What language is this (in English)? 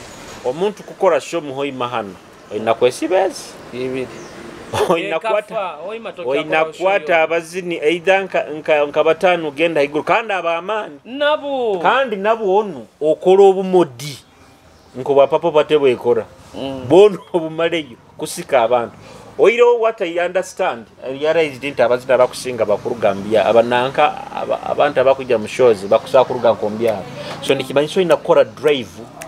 Nyoro